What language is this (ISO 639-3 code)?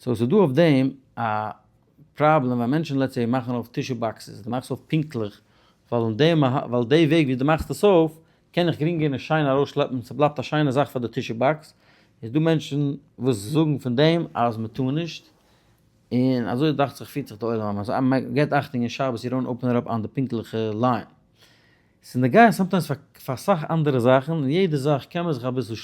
yid